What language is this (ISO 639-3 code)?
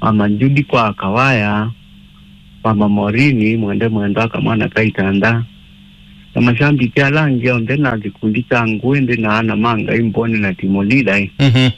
kam